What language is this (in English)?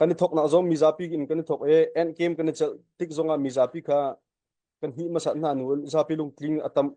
Hakha Chin